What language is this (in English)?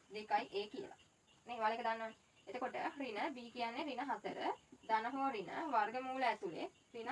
Sinhala